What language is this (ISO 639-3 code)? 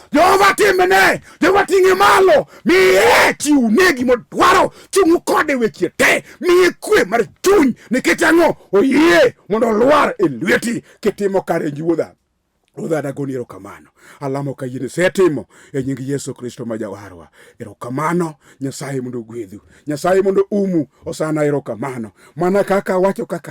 luo